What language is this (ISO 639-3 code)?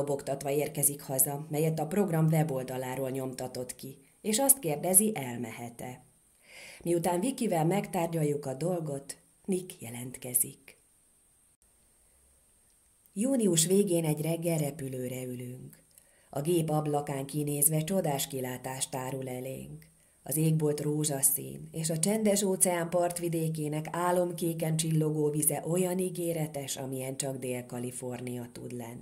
hun